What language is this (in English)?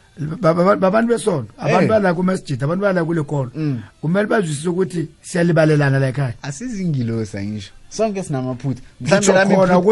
South Ndebele